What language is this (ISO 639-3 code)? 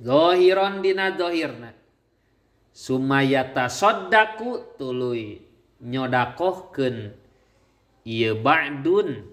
sun